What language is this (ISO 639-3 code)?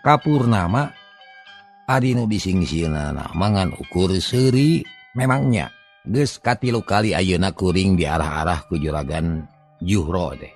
sun